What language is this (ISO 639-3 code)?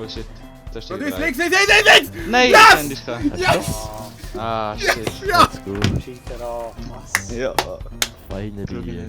gsw